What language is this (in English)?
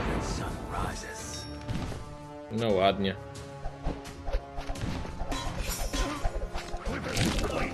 Polish